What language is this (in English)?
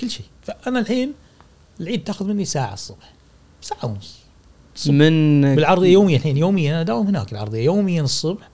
Gulf Arabic